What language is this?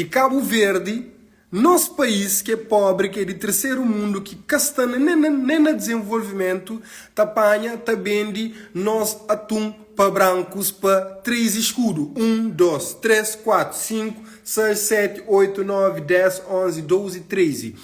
Kabuverdianu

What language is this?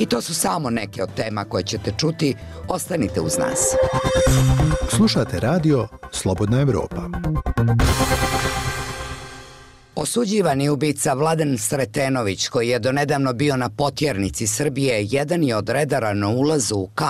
Bosnian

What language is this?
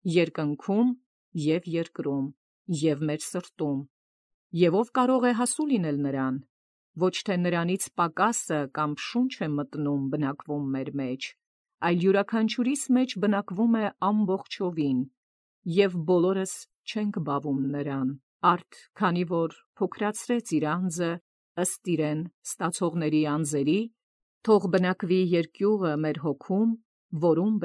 Armenian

